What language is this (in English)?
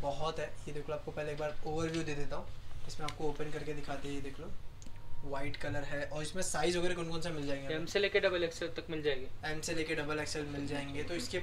Hindi